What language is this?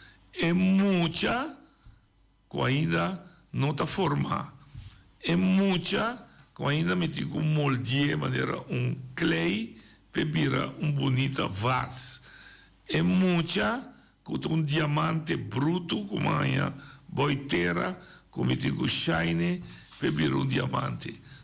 Papiamento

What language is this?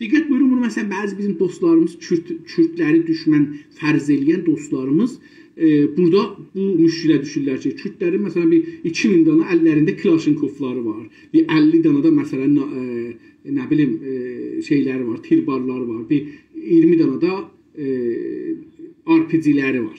South Azerbaijani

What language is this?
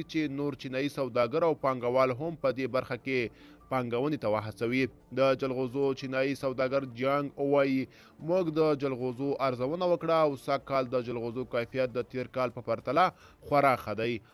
Pashto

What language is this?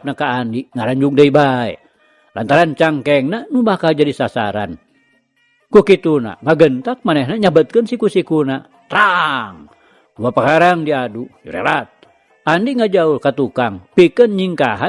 Sundanese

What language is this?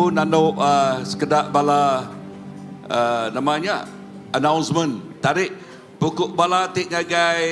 Iban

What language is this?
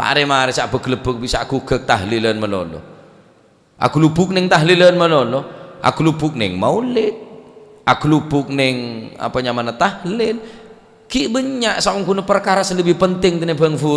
Madurese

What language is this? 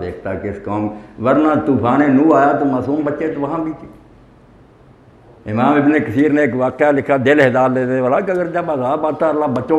Urdu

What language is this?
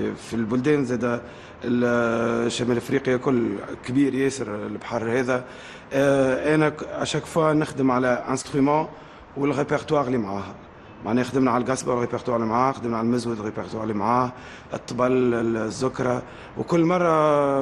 Moroccan Arabic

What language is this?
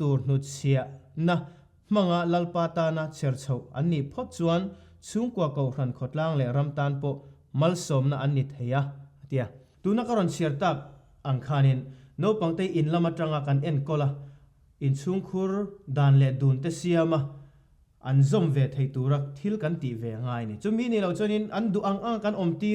Mizo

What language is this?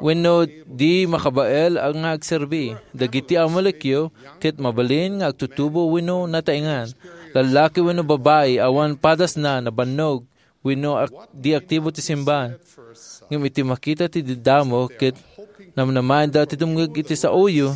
Iloko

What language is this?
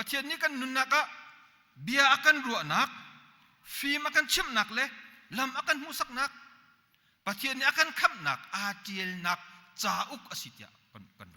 Hakha Chin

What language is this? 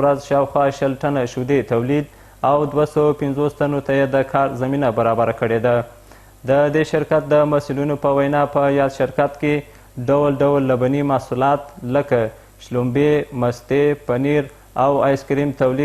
Pashto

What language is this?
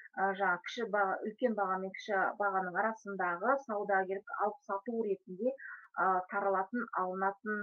Kazakh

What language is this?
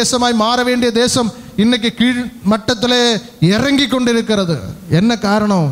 Tamil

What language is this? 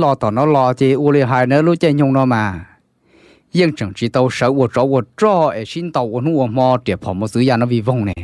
Hmong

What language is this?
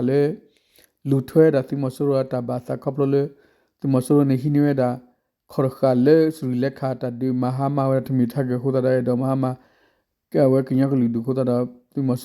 S'gaw Karen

